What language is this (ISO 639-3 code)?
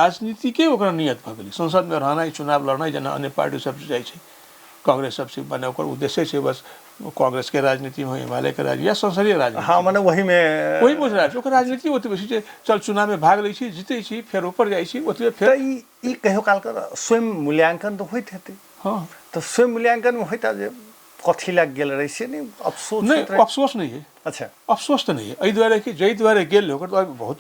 mai